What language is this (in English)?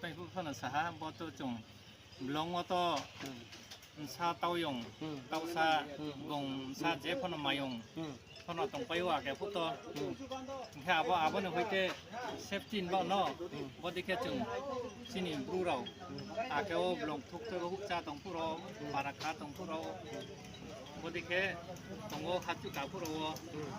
Riang (India)